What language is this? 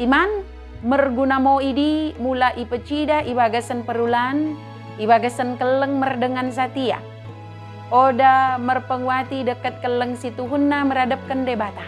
Batak Dairi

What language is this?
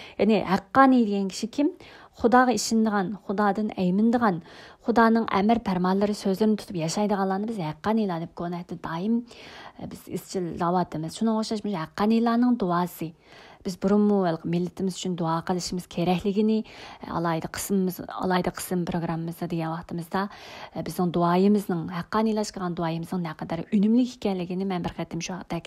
Uyghur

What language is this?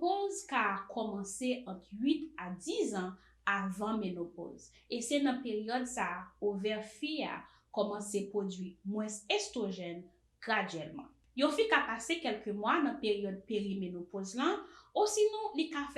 Haitian Creole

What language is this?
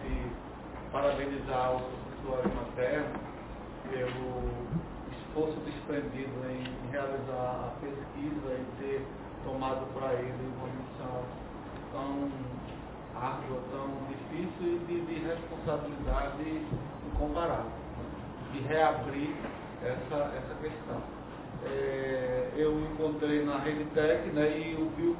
Portuguese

